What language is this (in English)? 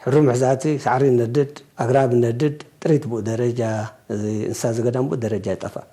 Tigrinya